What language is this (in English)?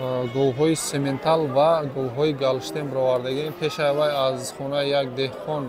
Tajik